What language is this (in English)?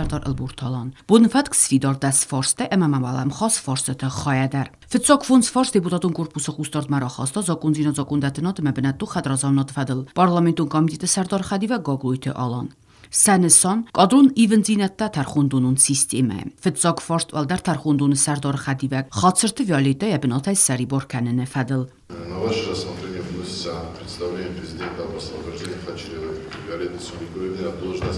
Ossetic